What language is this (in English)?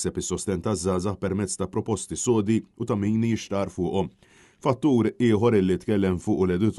Maltese